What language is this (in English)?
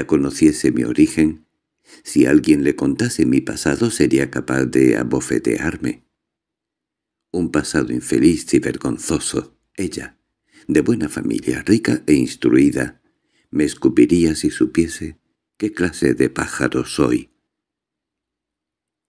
Spanish